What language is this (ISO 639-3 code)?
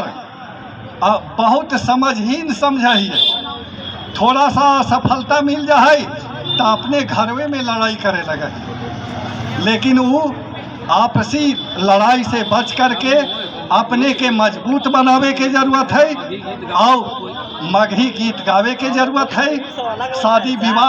mag